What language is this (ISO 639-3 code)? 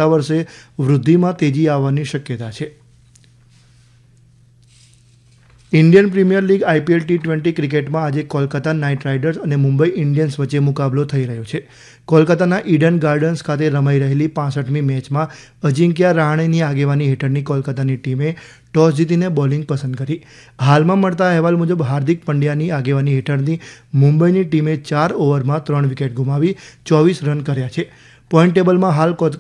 guj